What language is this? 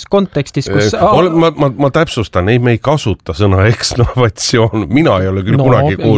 Estonian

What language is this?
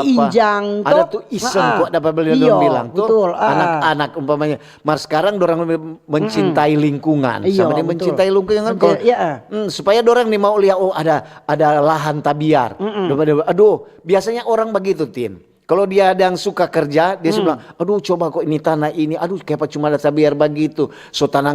Manado Malay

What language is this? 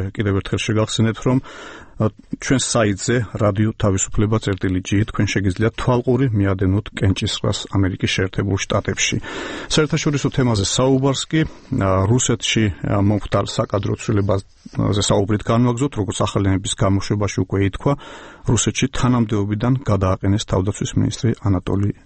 Georgian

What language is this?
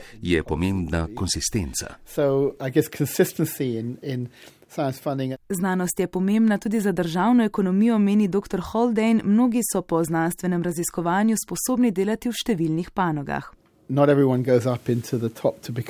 Slovenian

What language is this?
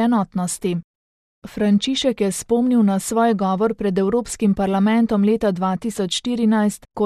Slovenian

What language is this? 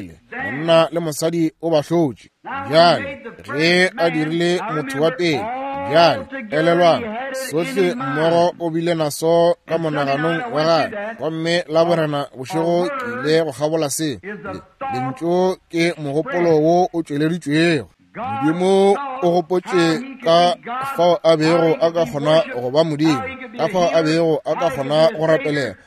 Northern Sotho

